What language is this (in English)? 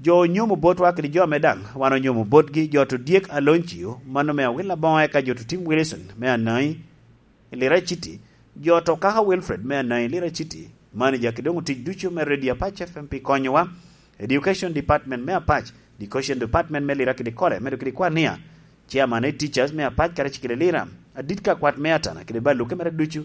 Lango (Uganda)